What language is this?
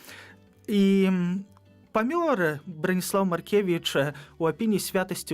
Belarusian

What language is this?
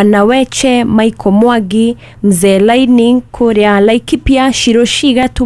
Kikuyu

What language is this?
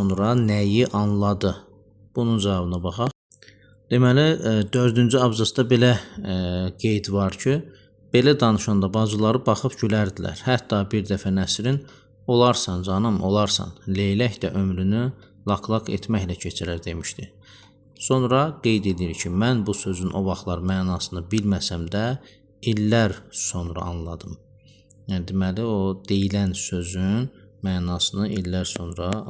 Azerbaijani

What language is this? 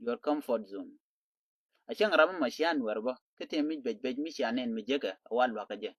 Nuer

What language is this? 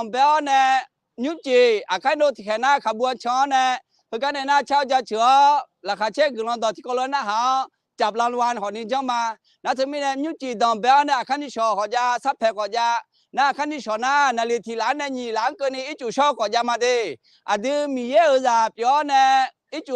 Akha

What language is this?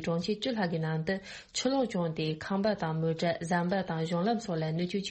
Tibetan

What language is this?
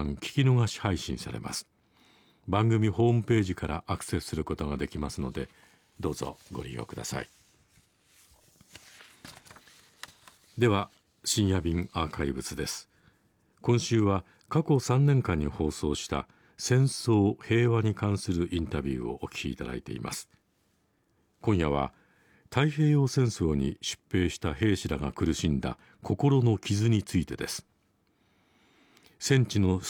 Japanese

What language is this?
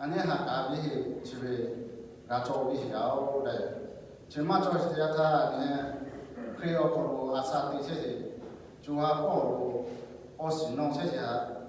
Lahu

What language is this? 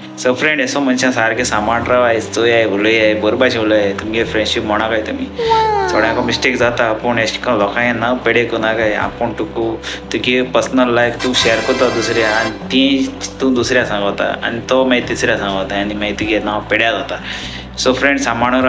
Konkani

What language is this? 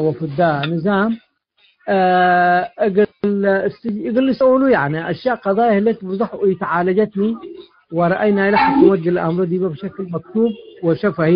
Tigre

